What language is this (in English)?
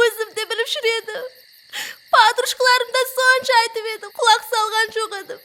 Kara-Kalpak